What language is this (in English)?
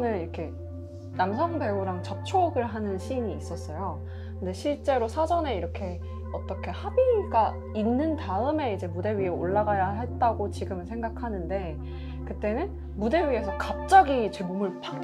Korean